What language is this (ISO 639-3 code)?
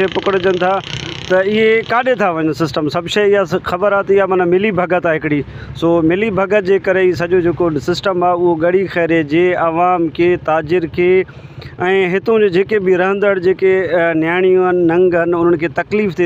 snd